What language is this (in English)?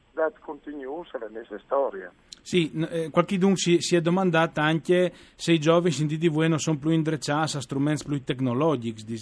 Friulian